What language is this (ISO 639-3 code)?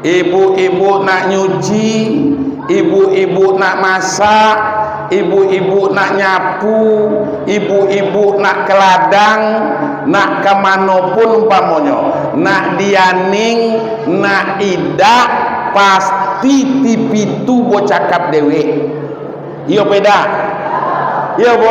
min